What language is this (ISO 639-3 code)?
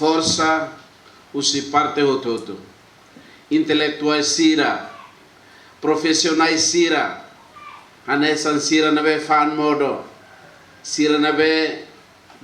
tet